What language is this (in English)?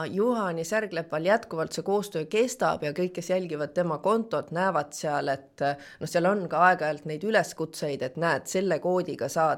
Estonian